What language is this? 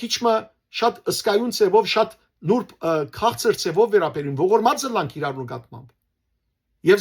Western Armenian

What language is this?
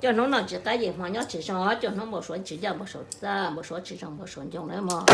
Hmong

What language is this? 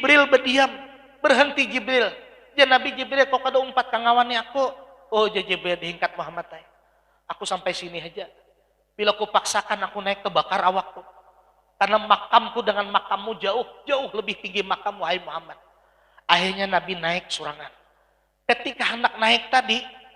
Banjar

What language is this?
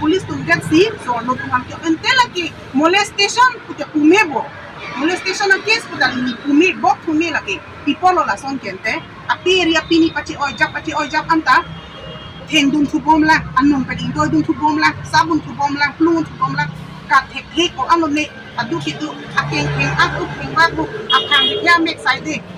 Karbi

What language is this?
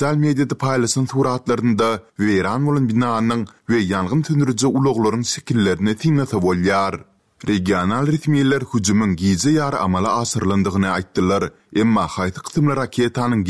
Turkmen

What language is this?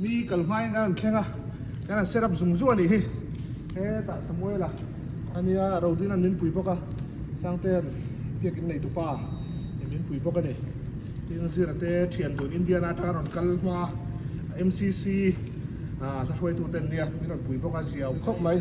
Mizo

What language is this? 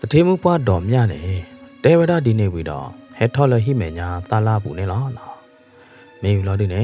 S'gaw Karen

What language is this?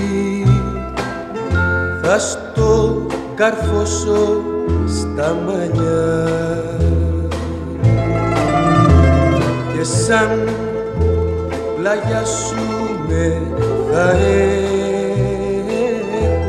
Greek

